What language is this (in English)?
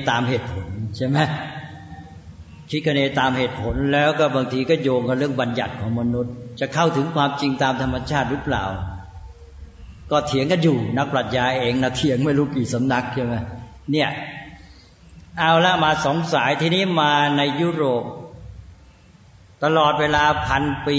Thai